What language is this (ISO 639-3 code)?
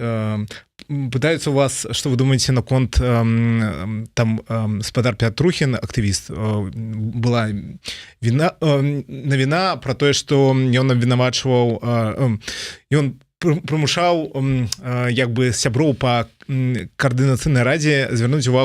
bel